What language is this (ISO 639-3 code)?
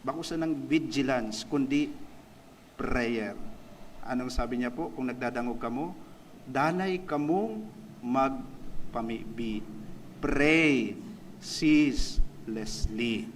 bik